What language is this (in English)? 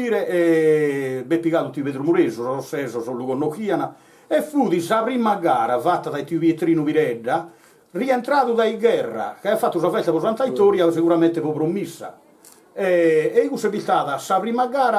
Sardinian